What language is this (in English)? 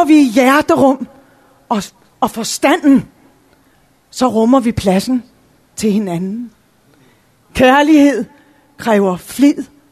Danish